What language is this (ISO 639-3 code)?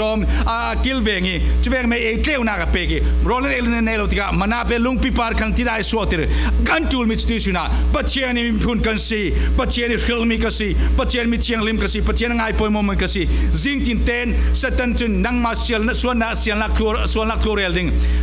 cfm